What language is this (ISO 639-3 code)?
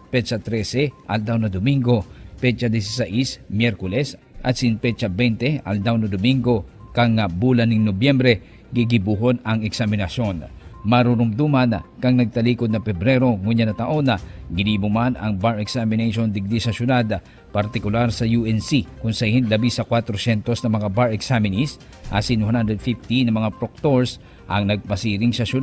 bik